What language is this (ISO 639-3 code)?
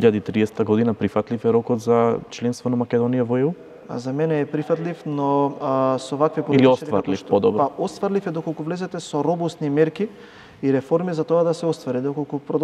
mkd